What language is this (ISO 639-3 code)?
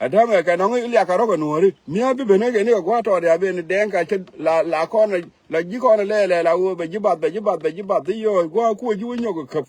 nus